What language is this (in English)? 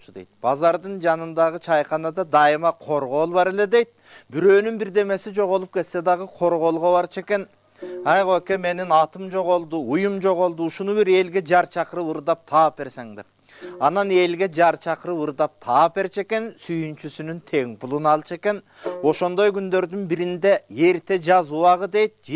Kyrgyz